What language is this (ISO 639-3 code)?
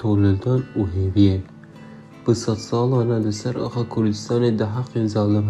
kur